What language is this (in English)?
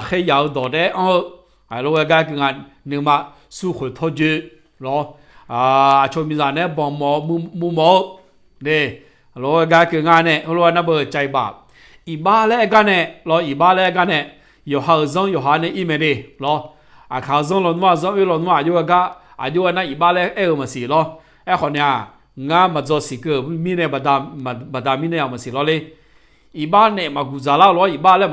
Akha